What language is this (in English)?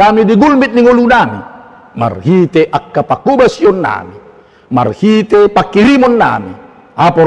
Batak Toba